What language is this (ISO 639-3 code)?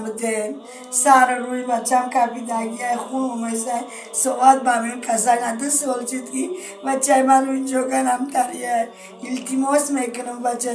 tgk